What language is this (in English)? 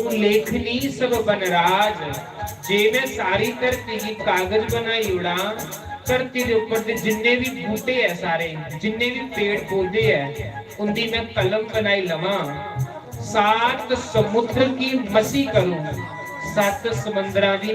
Dogri